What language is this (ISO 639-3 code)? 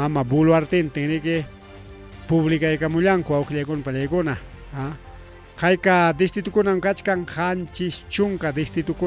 quy